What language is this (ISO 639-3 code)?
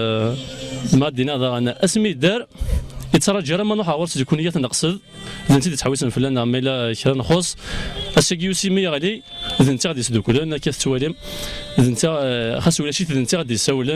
kab